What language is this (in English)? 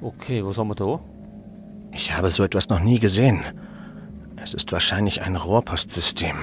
Bavarian